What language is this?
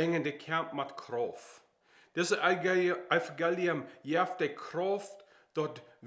Plautdietsch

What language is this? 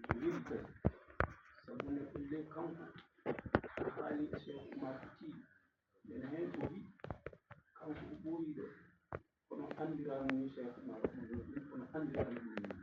Fula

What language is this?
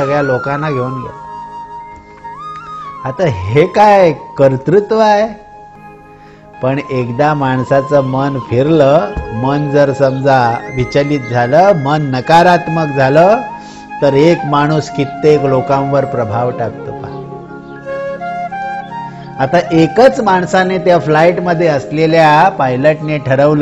Marathi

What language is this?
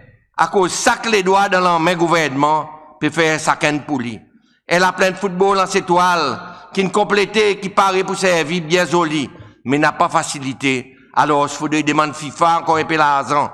Seselwa Creole French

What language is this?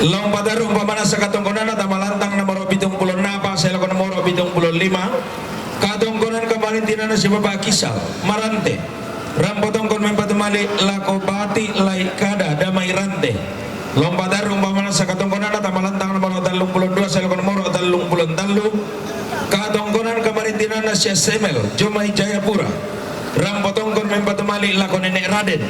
Toraja-Sa'dan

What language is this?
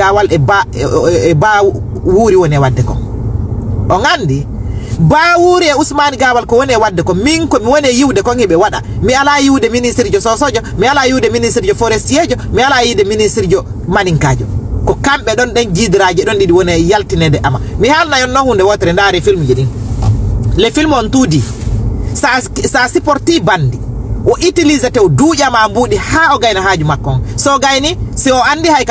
Fula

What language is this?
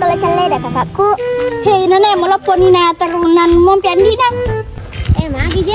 Buginese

